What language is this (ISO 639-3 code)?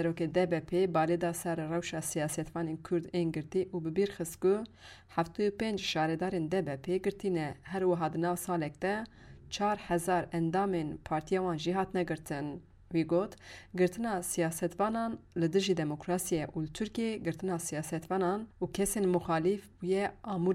kur